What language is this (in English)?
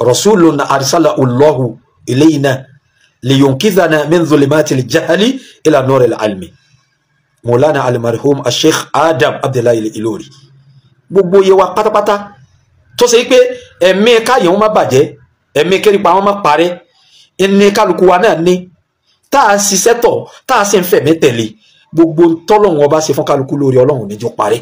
Yoruba